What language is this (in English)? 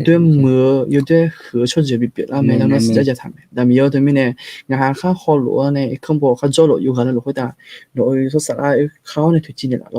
Akha